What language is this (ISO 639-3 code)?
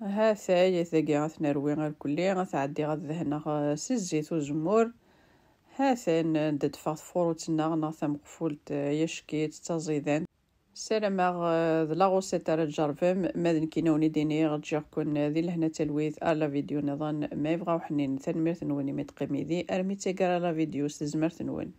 kab